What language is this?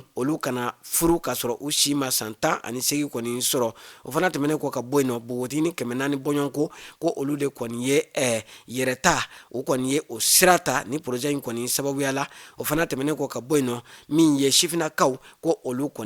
Bambara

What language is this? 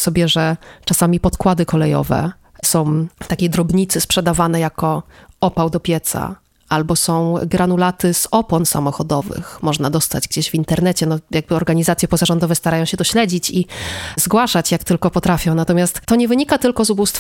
Polish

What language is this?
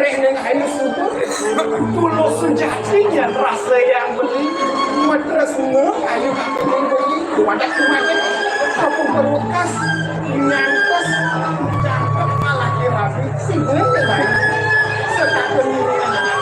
Balinese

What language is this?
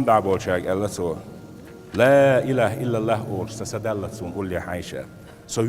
Chechen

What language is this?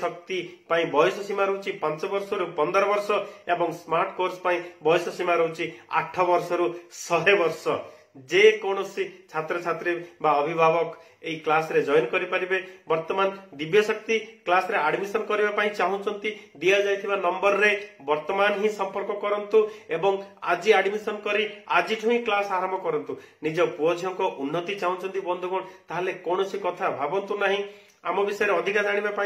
Odia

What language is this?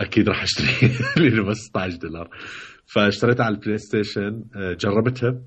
Mesopotamian Arabic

